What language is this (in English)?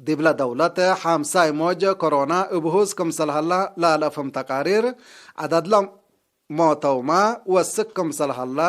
Tigre